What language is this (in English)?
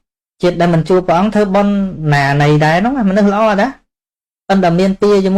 Khmer